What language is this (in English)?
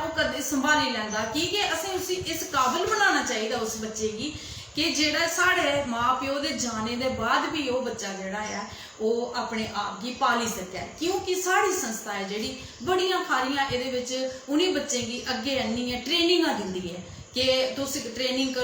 Dogri